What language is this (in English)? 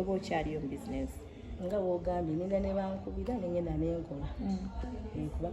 Ganda